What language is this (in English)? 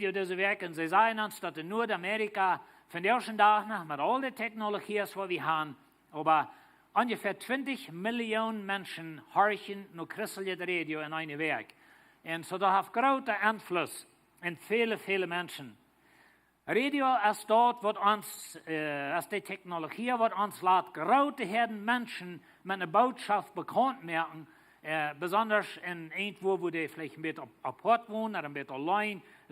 Plautdietsch